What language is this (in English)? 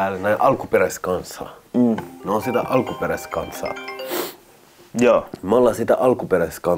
Finnish